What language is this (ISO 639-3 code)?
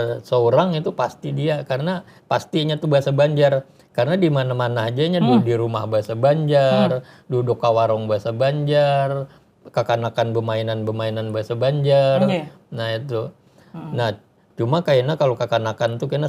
bjn